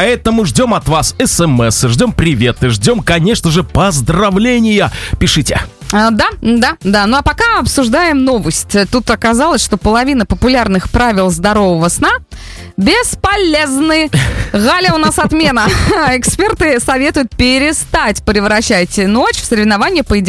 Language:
Russian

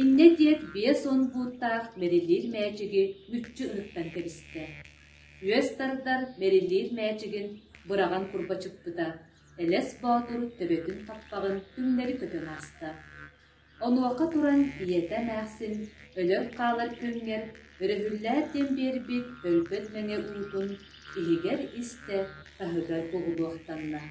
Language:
Yakut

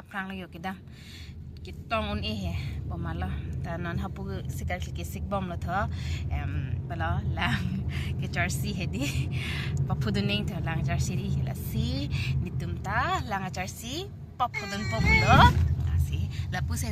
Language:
Karbi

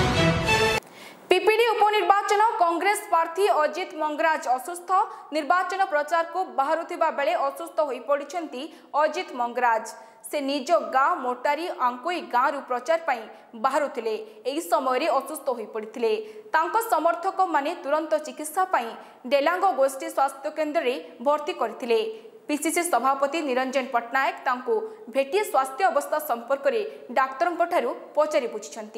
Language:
Odia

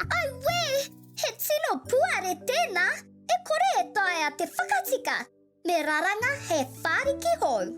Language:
Māori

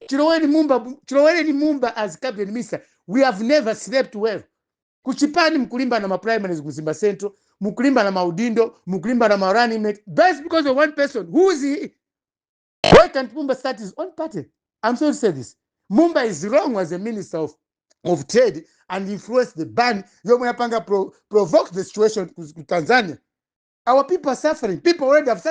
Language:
Nyanja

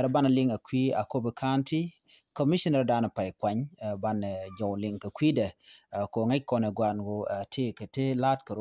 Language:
Nuer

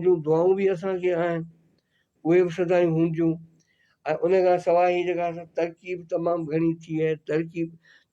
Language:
Sindhi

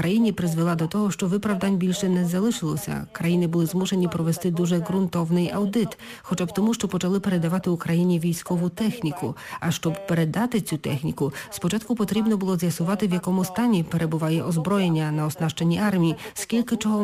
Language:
Ukrainian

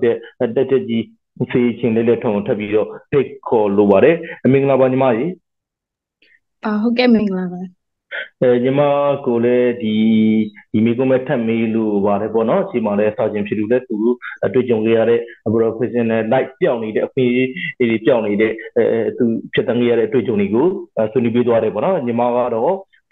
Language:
Burmese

